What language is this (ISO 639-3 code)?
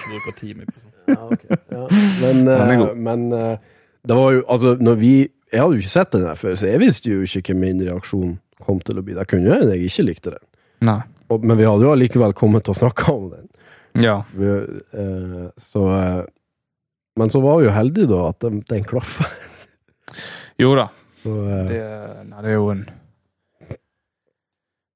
nor